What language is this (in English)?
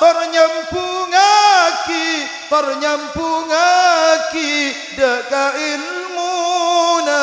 Madurese